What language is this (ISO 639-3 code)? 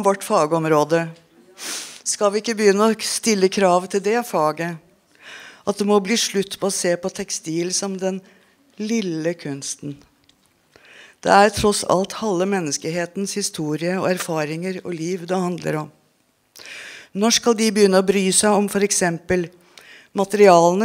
nor